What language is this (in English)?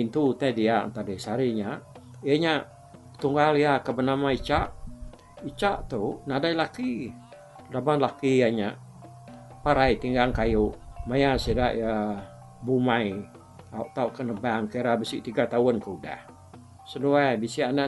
Iban